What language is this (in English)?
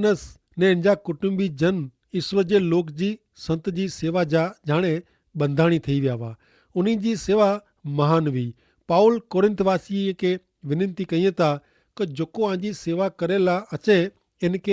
Kachhi